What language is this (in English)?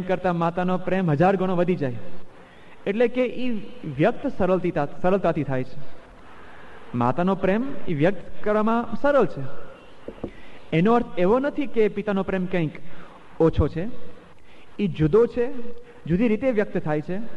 Gujarati